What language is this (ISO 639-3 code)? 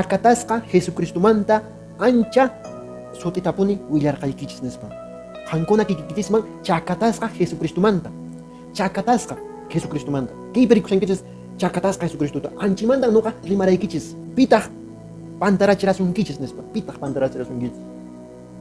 que